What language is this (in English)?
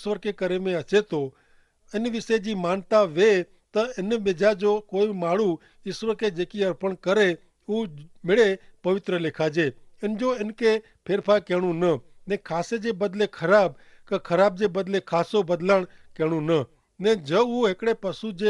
Kachhi